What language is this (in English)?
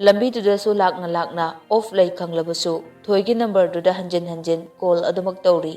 Manipuri